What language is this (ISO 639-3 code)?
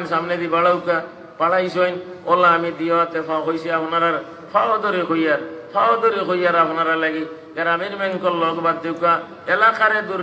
syl